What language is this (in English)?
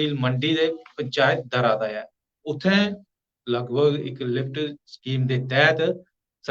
Dogri